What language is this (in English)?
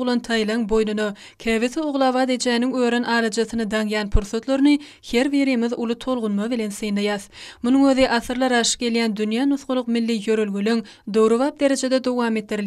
Turkmen